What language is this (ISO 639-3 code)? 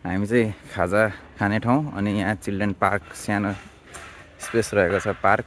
nep